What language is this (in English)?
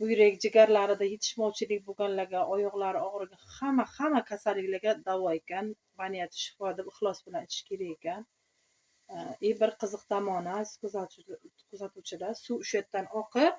Uzbek